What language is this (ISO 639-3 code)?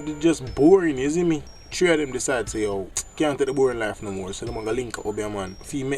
jam